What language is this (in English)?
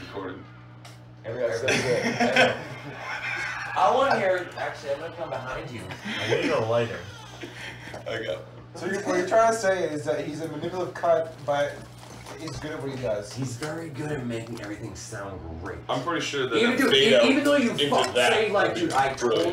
English